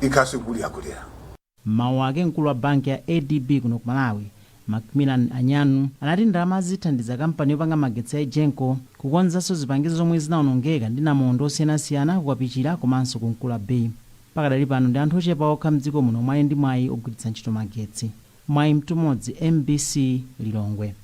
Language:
Nyanja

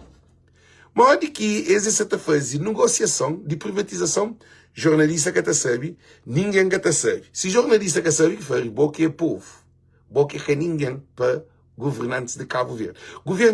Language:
Kabuverdianu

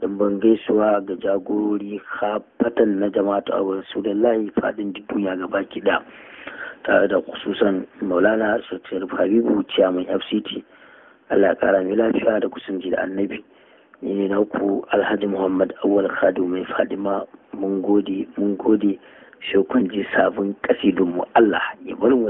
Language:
Hausa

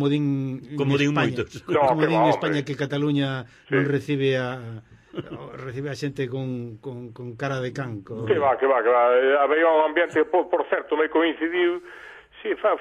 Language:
Galician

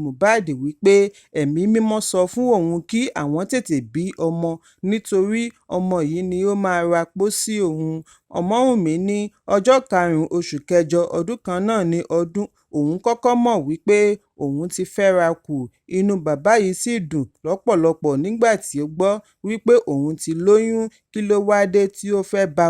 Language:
Yoruba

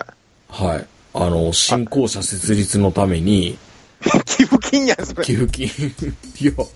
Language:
Japanese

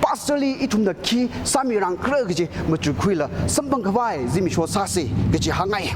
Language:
Tangkhul Naga (India)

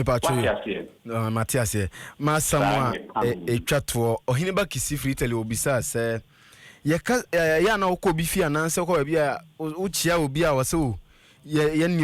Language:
Akan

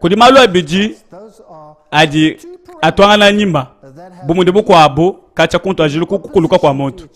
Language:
Luba-Lulua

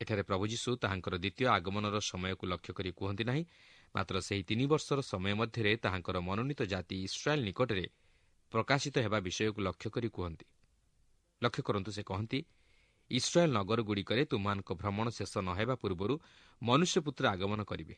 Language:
Odia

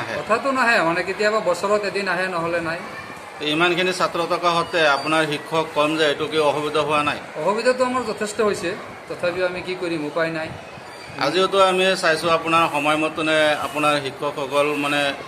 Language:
Assamese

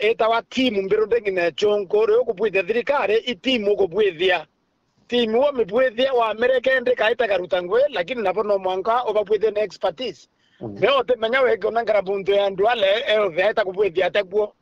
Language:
Meru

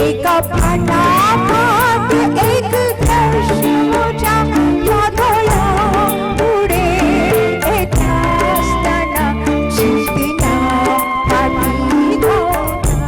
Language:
Konkani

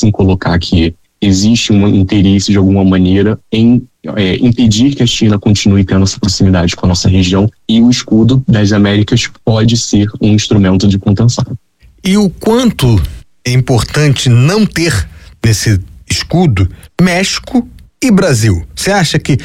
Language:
Portuguese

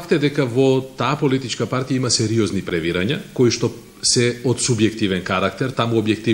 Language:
Macedonian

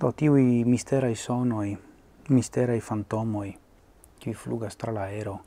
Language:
Esperanto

